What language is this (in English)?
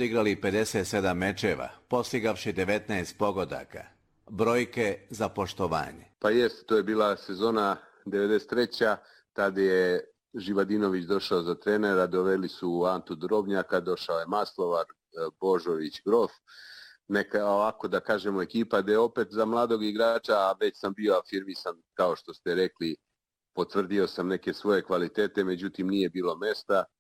Serbian